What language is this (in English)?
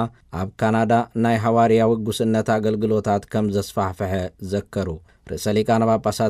Tigrinya